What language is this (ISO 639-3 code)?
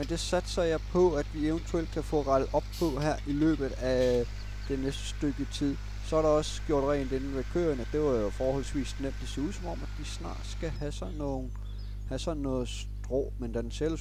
dan